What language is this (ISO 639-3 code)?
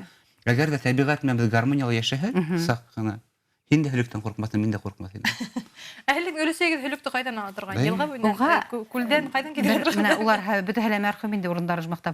bak